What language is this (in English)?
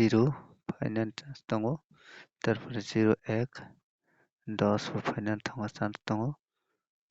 Kok Borok